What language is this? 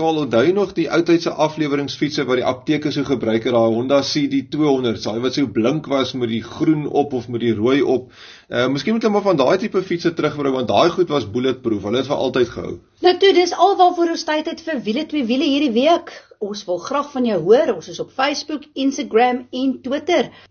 Afrikaans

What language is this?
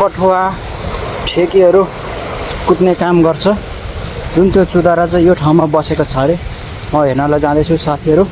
Nepali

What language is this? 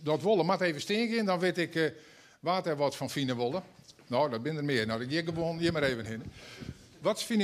Western Frisian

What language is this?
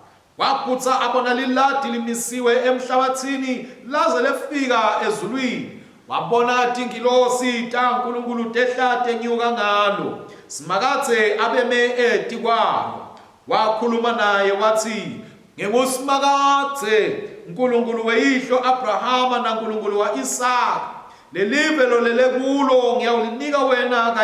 Swati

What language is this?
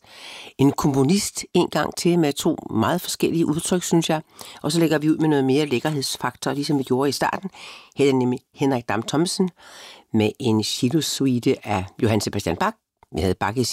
Danish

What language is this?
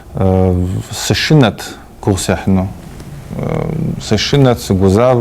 Kabardian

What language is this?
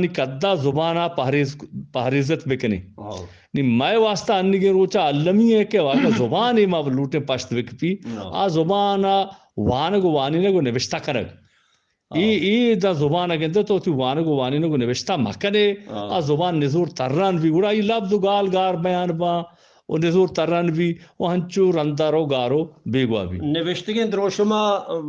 Eastern Balochi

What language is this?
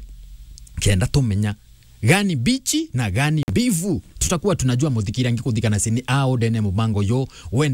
Meru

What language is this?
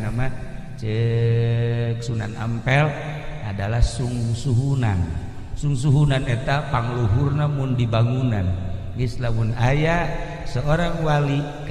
Sundanese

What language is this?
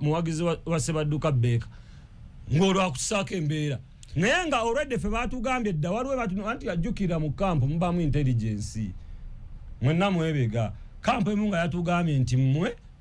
Ganda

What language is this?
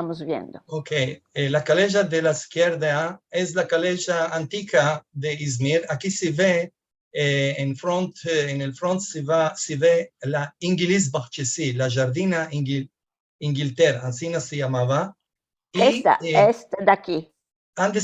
Ladino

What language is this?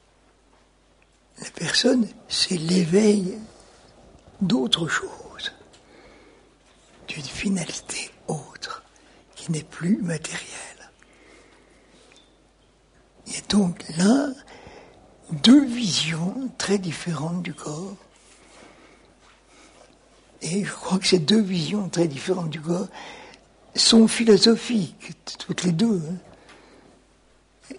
French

